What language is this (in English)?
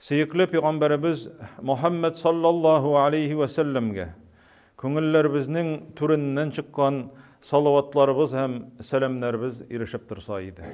Tatar